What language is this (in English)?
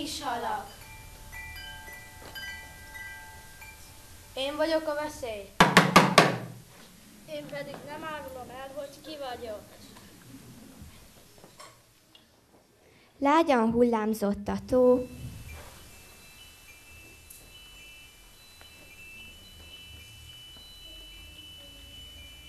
Hungarian